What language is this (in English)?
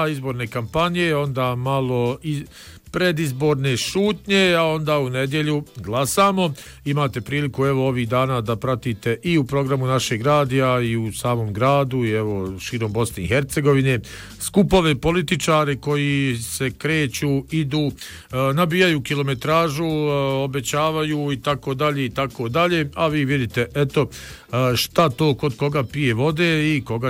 Bosnian